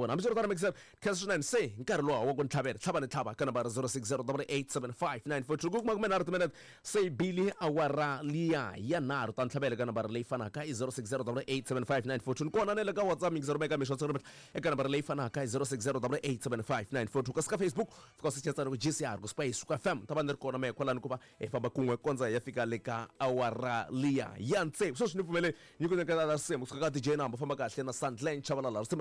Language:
Tsonga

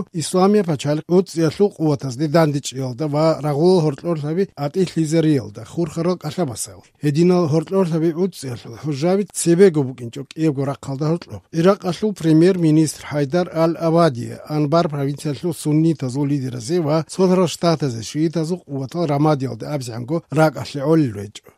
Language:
Avaric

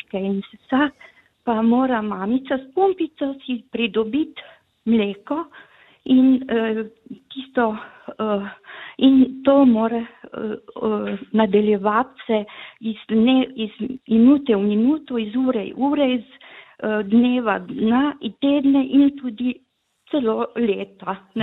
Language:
Slovenian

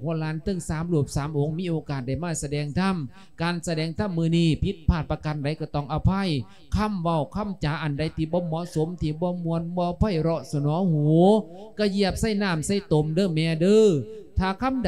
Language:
Lao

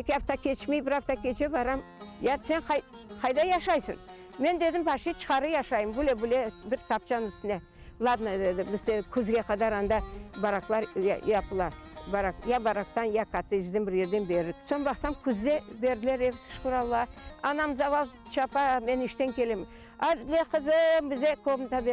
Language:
Crimean Tatar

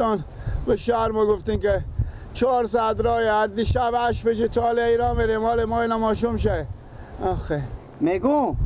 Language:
Persian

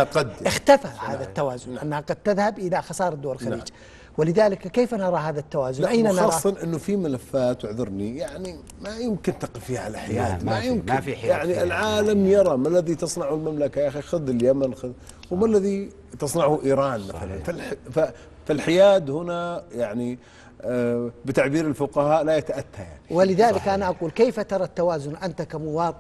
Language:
Arabic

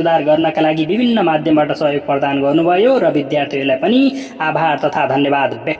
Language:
Nepali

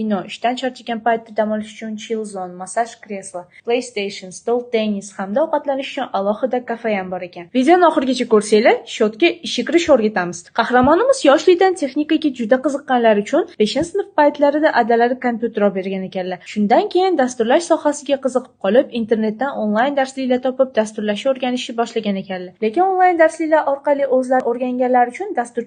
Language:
Uzbek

